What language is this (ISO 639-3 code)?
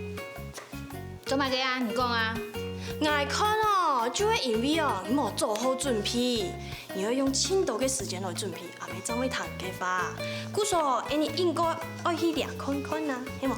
hak